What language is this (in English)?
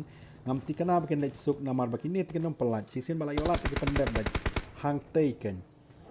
Khasi